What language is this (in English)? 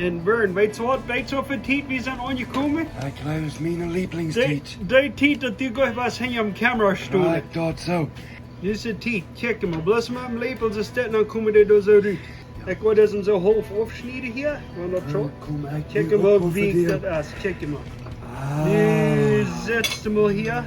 Plautdietsch